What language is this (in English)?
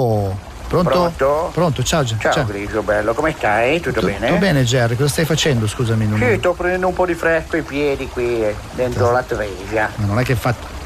Italian